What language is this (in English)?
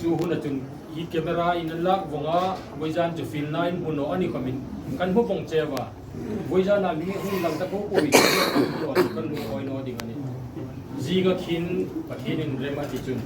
Hmar